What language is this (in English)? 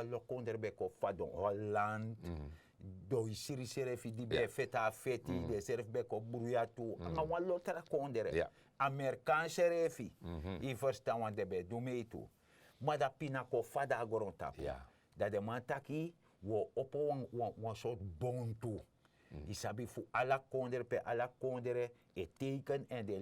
Sranan Tongo